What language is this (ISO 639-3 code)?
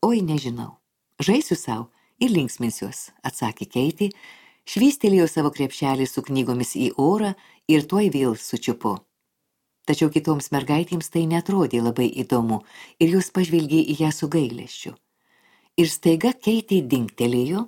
lit